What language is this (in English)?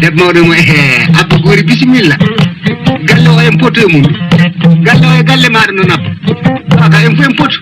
Fula